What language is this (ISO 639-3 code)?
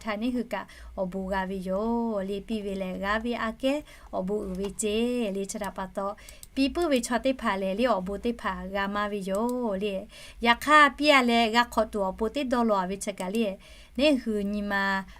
lhu